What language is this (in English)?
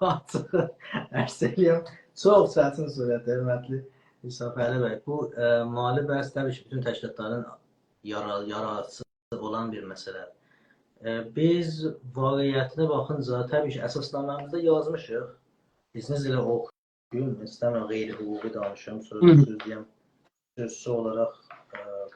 South Azerbaijani